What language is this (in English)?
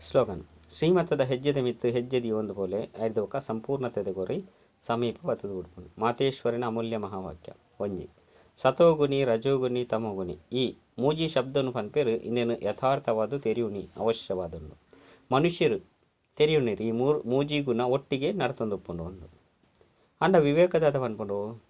Tulu